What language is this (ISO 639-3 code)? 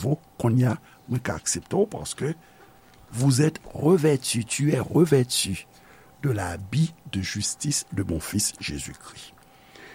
hat